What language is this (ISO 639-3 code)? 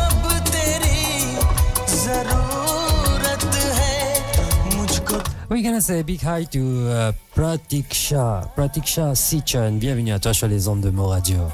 mfe